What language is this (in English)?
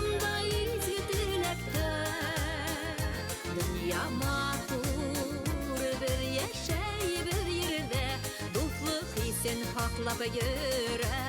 Bashkir